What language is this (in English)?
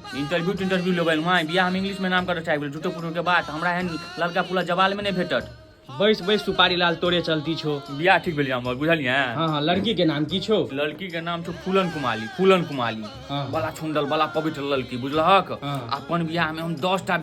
Maithili